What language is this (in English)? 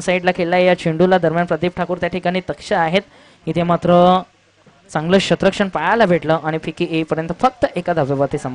Marathi